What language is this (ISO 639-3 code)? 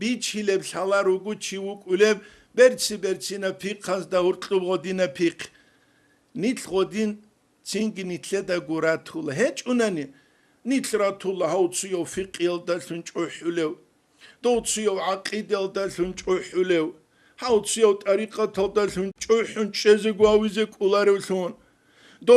ava